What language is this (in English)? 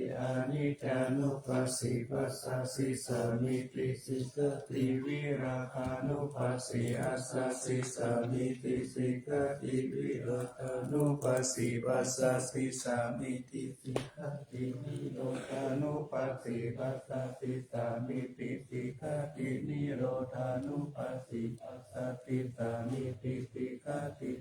Pali